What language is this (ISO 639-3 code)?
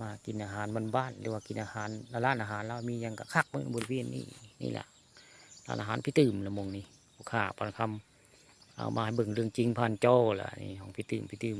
tts